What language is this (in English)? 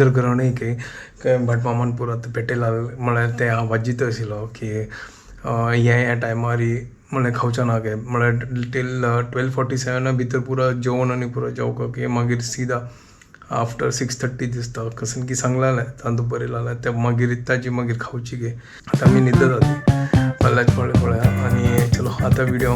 Konkani